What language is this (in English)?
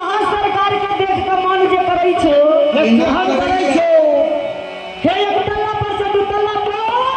Maithili